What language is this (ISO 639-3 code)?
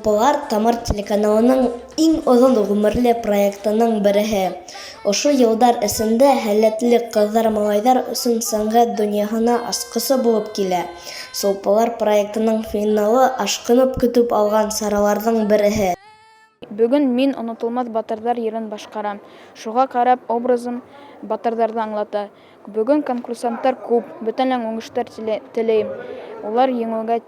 bak